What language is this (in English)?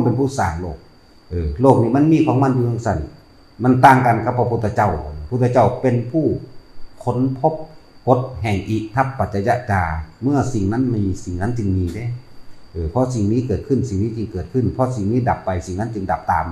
Northeastern Thai